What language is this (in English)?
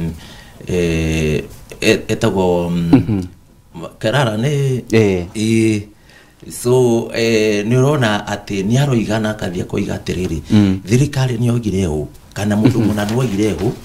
Kikuyu